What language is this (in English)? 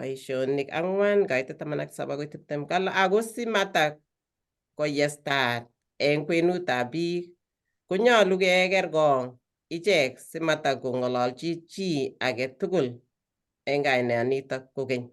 Kalenjin